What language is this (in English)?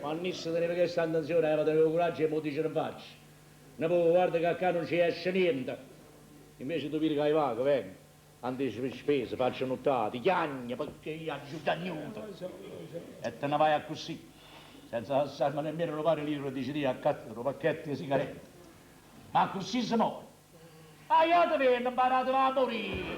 Neapolitan